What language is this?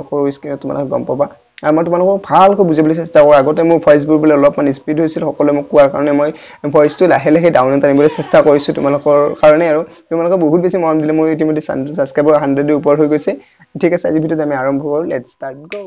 Assamese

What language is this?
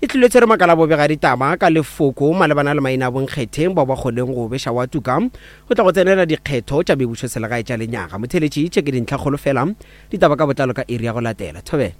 Northern Sotho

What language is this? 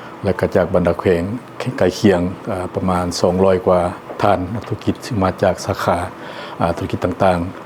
Lao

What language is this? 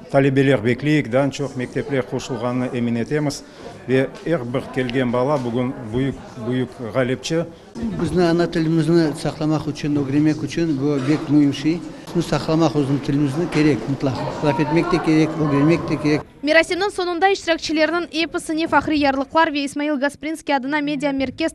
Crimean Tatar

